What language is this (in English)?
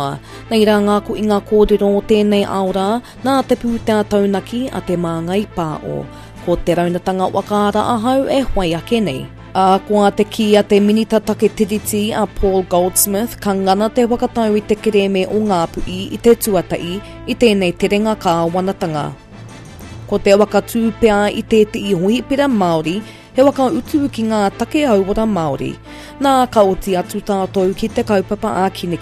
Māori